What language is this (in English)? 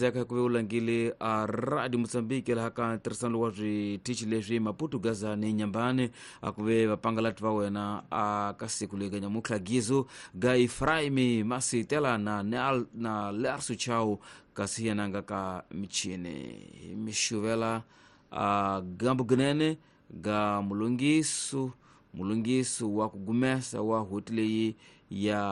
Tsonga